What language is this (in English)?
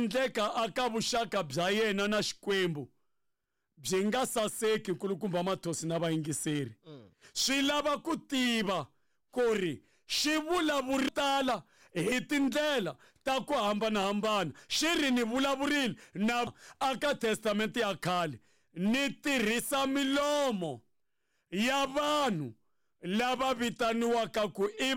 Tsonga